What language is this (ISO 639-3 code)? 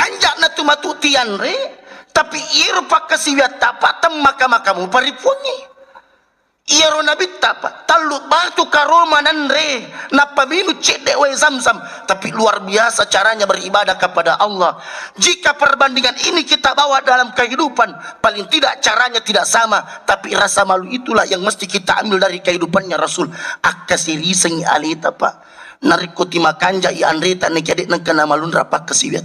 bug